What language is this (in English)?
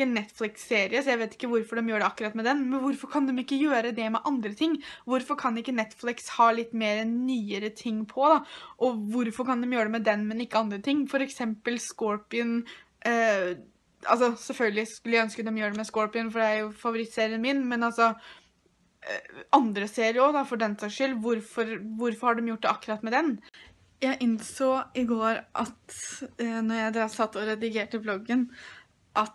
Norwegian